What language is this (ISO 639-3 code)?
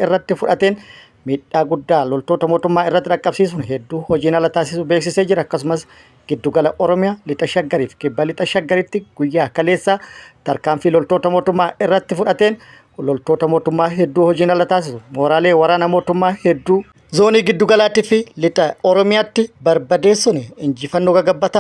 orm